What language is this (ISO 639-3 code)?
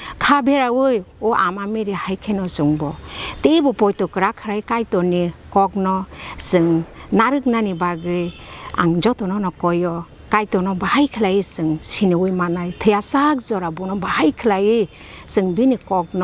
trp